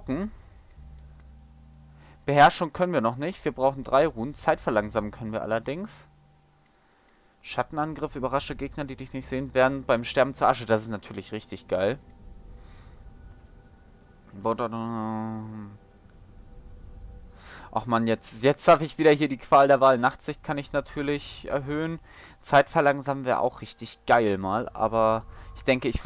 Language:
German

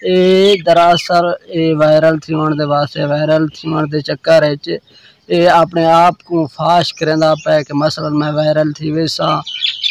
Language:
Saraiki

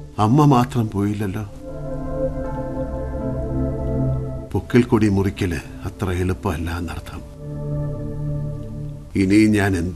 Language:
Malayalam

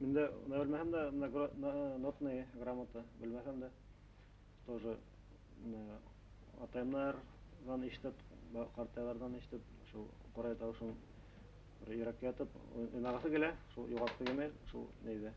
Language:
Bashkir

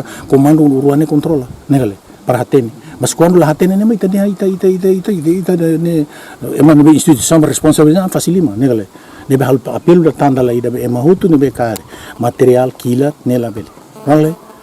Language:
Tetum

